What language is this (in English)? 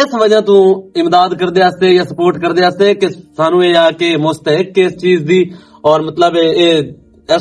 Western Panjabi